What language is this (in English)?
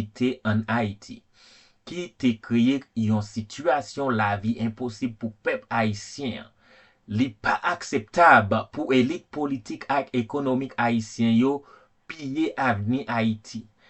Haitian Creole